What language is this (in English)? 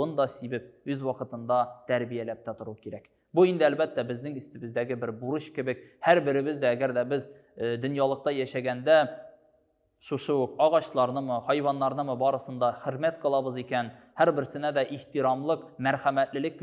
Tatar